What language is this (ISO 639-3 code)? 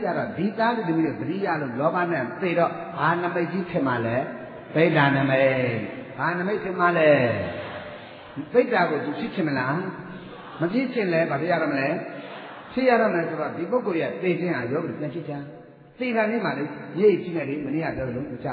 mya